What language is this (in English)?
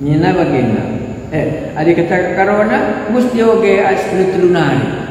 Batak Karo